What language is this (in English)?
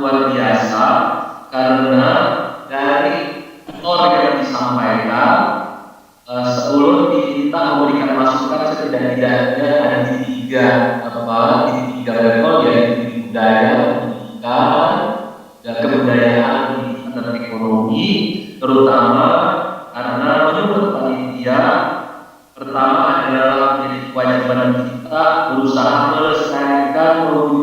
Banjar